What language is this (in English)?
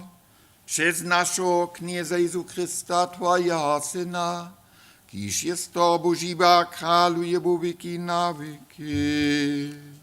Upper Sorbian